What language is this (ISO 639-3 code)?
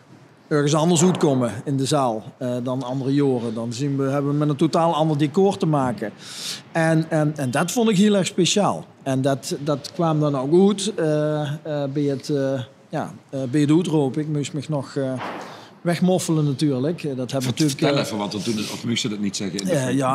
lim